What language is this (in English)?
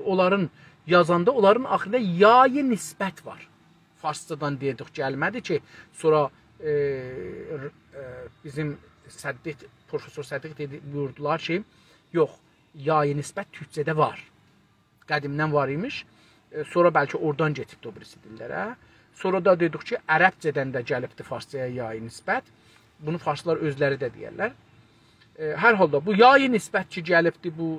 South Azerbaijani